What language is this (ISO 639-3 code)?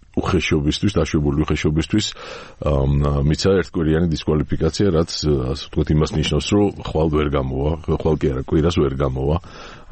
kat